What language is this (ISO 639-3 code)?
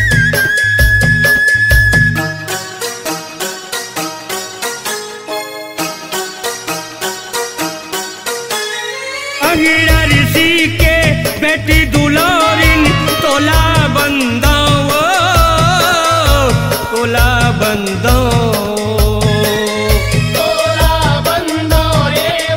hne